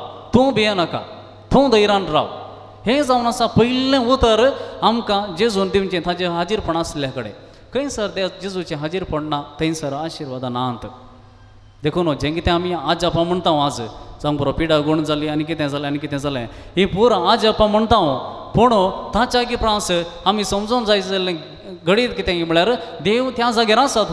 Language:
Konkani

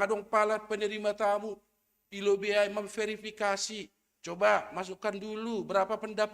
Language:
Batak Simalungun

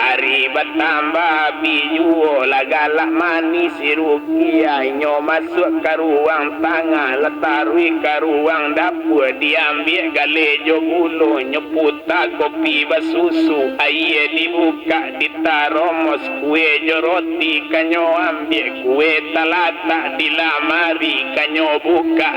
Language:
Minangkabau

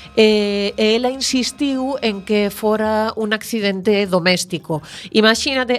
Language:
Galician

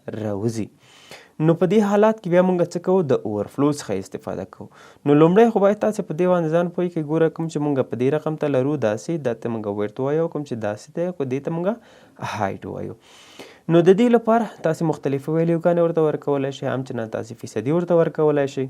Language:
Pashto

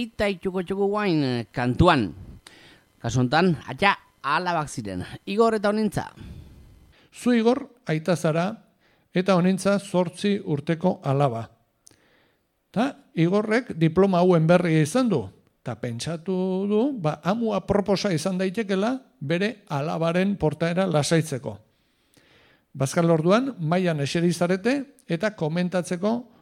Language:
Basque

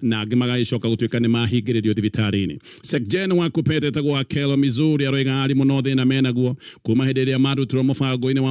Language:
Kikuyu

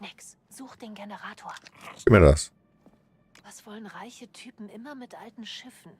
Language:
Bavarian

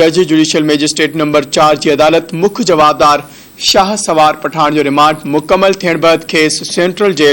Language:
Sindhi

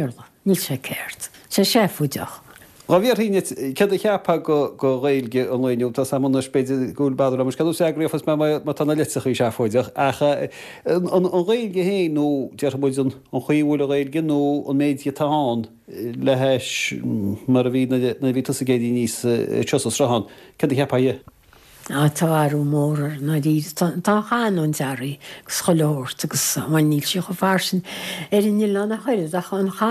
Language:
Irish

